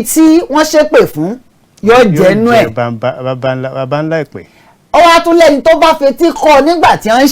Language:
Yoruba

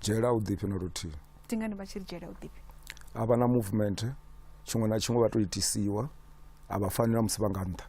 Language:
Venda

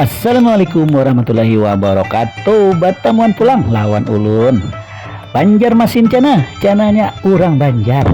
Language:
Banjar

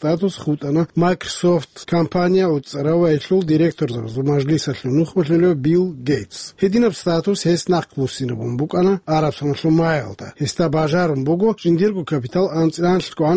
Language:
Avaric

